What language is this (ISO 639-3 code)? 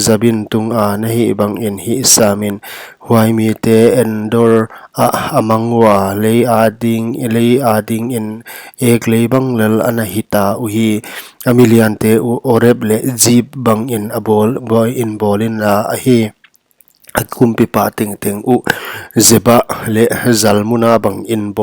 pck